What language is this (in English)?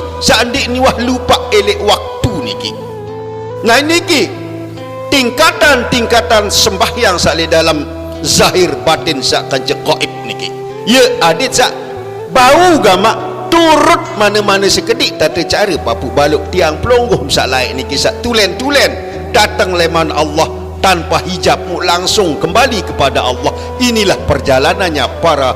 Sasak